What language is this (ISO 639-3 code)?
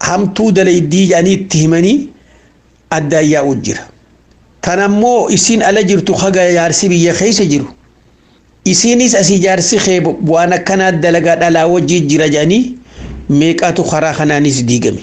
orm